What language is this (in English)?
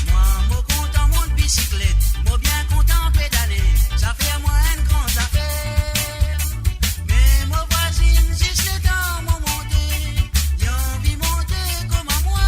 Morisyen